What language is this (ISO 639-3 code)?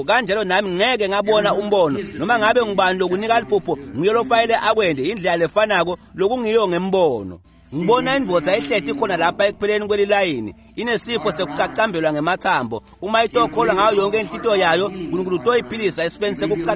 ssw